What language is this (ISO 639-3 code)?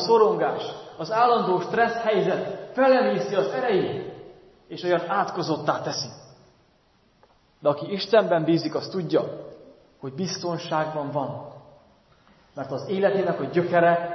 hun